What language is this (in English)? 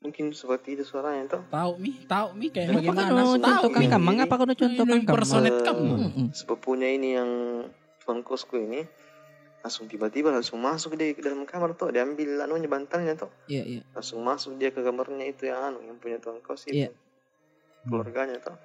Makassar Malay